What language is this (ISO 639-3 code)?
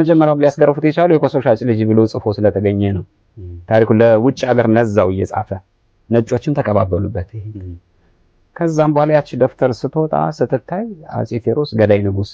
amh